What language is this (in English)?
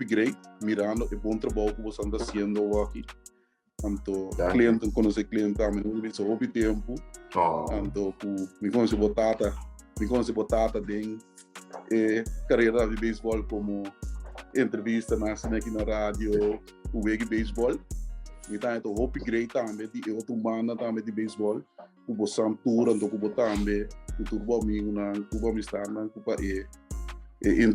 Papiamento